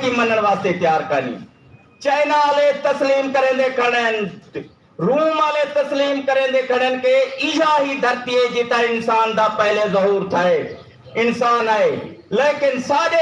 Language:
Saraiki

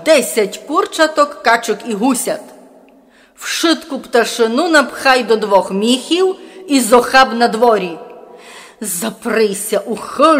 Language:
Rusyn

